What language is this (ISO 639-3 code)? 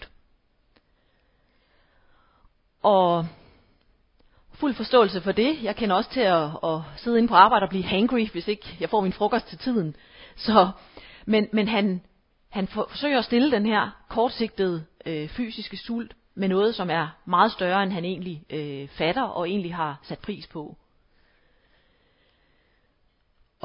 dan